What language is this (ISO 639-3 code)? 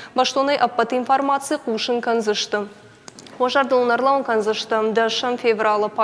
oss